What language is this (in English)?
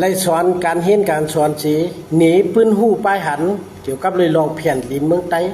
Shan